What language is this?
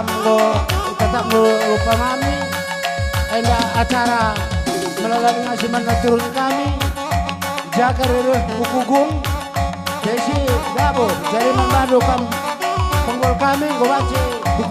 Batak Karo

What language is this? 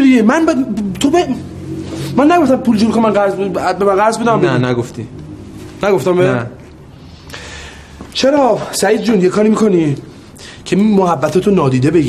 Persian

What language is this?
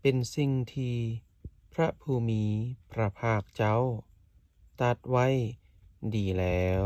Lao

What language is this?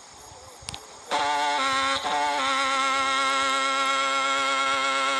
Hmong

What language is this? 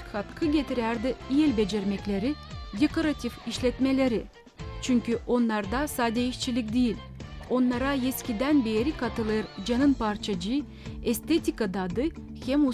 Gagauz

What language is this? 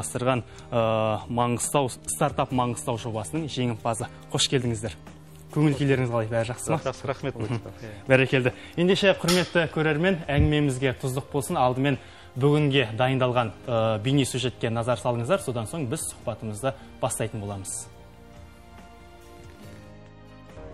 Kazakh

